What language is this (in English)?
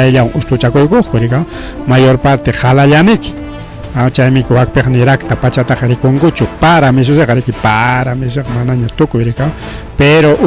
Ayacucho Quechua